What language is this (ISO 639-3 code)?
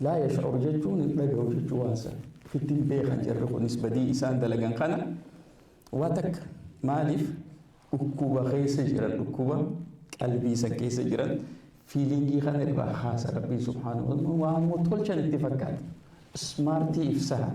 orm